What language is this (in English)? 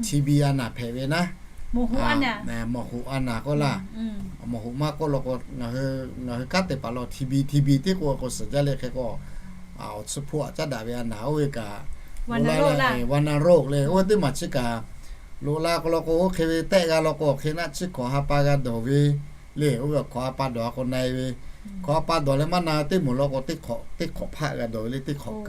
Lahu